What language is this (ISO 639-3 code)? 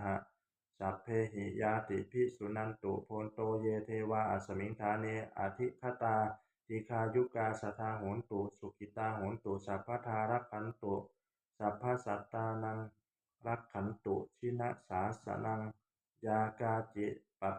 pli